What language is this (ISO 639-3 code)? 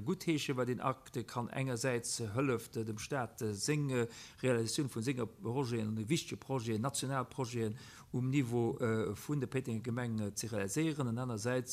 ltz